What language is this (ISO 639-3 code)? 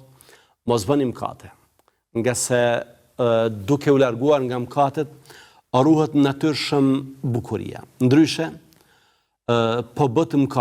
sqi